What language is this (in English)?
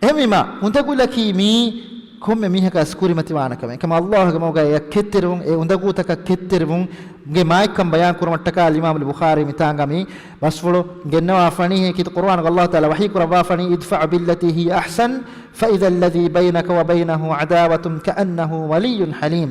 Divehi